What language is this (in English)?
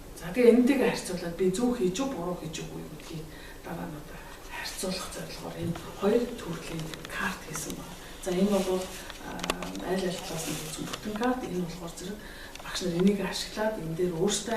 Mongolian